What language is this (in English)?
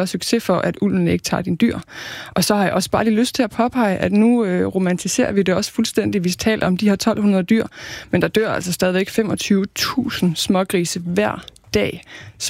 Danish